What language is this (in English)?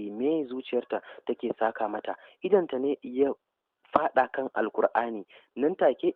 Hausa